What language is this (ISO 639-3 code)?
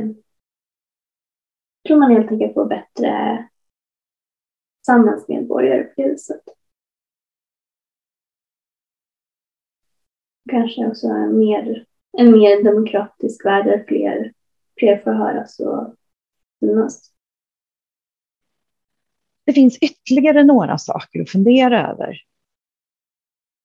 swe